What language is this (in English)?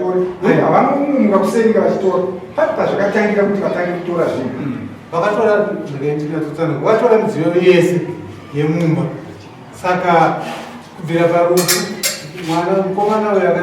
Shona